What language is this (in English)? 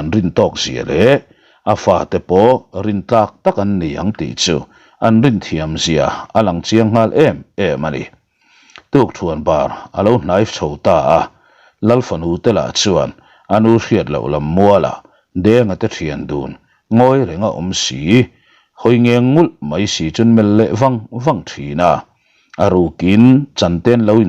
Mizo